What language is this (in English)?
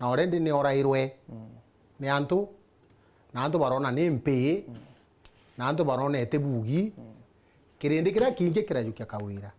Meru